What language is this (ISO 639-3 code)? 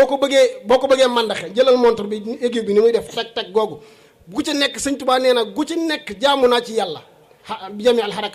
wol